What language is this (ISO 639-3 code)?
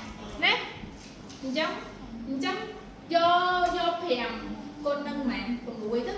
khm